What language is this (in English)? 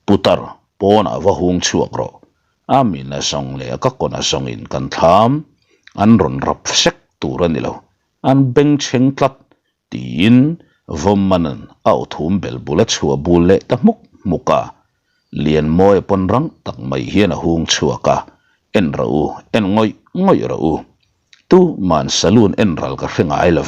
Mizo